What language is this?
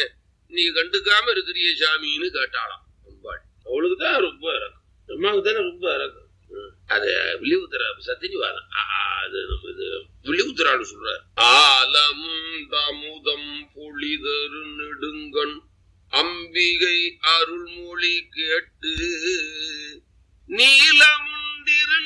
Tamil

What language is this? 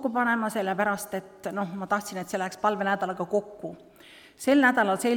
Estonian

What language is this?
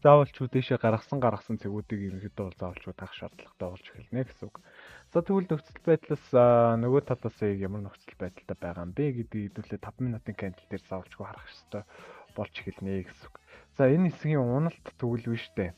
Mongolian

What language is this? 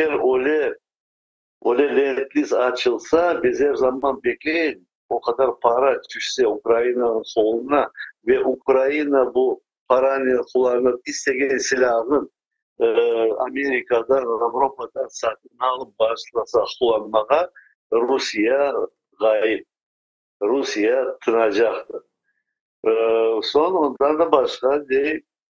Crimean Tatar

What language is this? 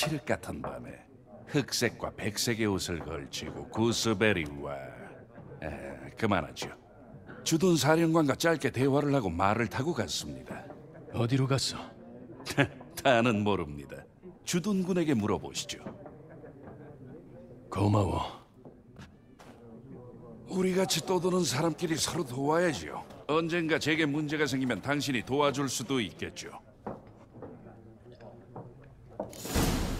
Korean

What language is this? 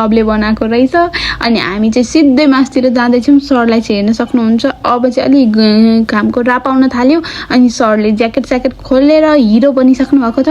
Nepali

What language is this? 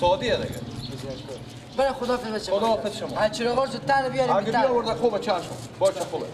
Persian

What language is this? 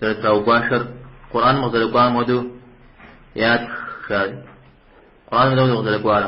Kabardian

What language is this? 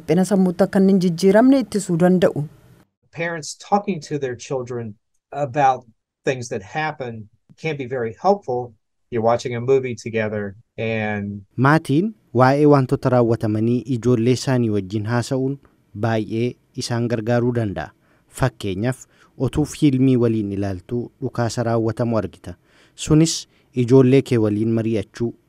Oromo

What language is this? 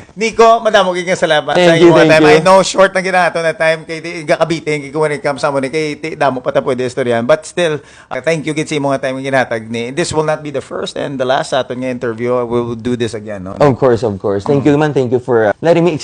Hiligaynon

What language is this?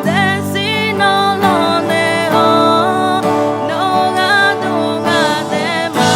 Akha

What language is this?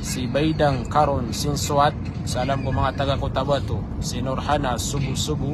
Maranao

